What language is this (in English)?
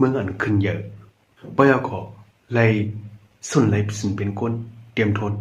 Shan